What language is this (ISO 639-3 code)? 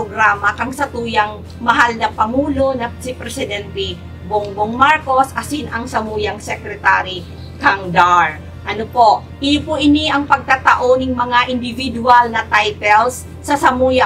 bik